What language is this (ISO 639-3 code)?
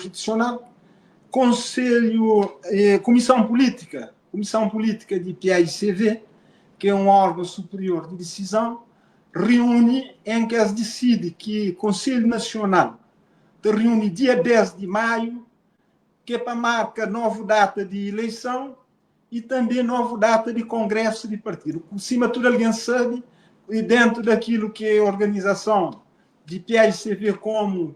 kea